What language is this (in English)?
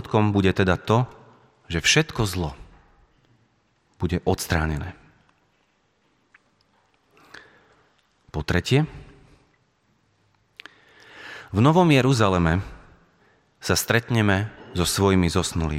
Slovak